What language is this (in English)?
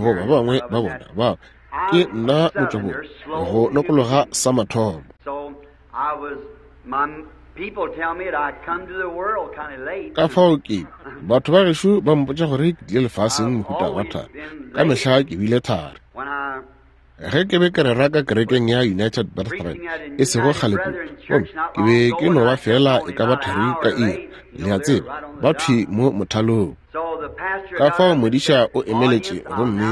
Northern Sotho